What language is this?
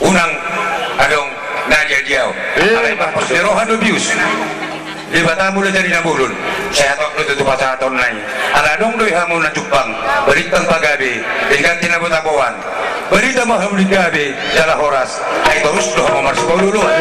Batak Toba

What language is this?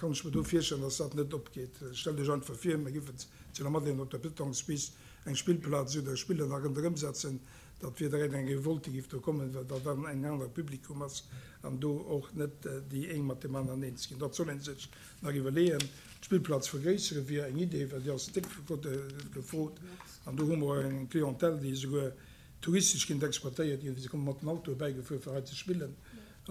Luxembourgish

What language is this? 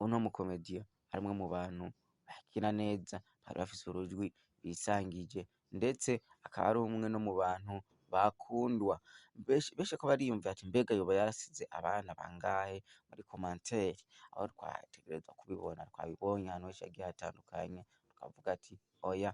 Rundi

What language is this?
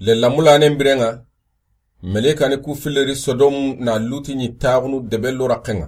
Soninke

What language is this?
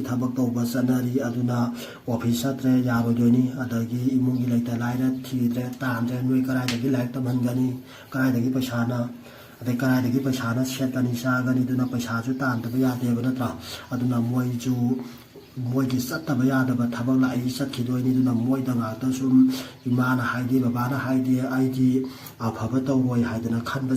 Manipuri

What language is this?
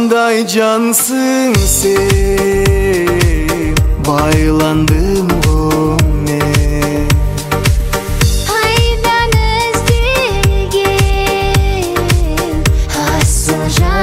Kazakh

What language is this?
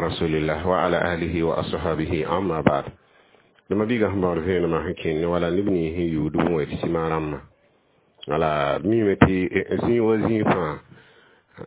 Mossi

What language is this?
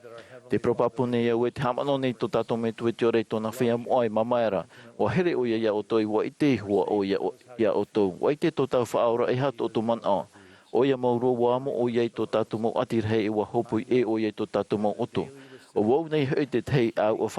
Tahitian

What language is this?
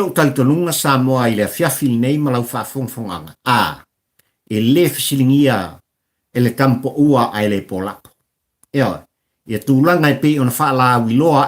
Samoan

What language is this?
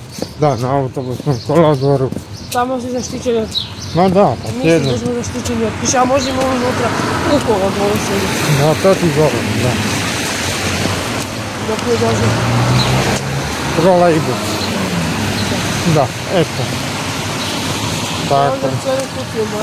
Croatian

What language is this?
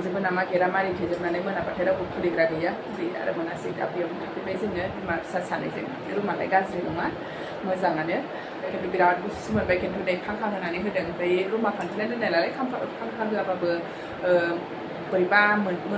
Bodo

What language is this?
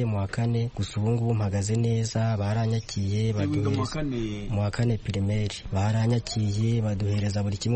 Kinyarwanda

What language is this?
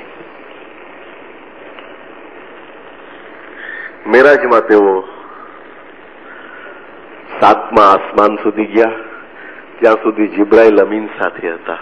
Gujarati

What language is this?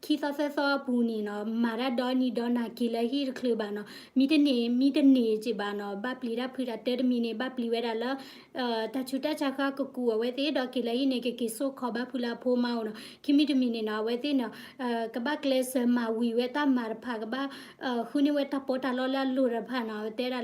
S'gaw Karen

